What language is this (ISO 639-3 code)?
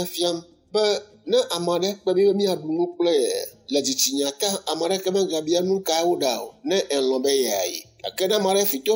ewe